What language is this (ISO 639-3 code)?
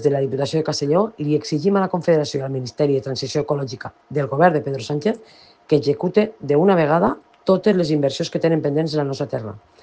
cat